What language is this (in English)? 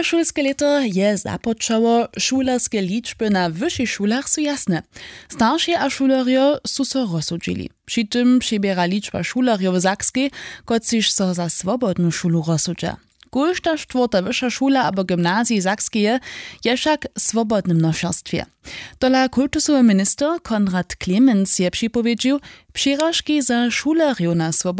Upper Sorbian